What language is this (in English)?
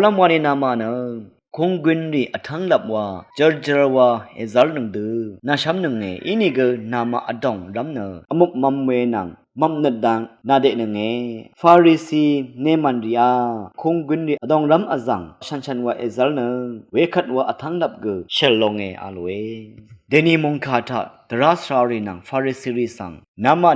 Rawang